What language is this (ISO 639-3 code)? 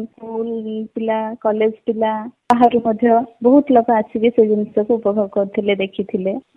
ori